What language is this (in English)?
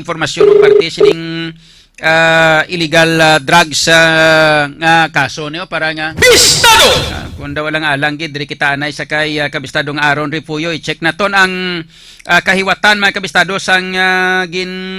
Hiligaynon